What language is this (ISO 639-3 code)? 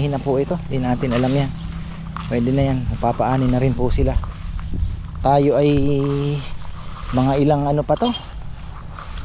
fil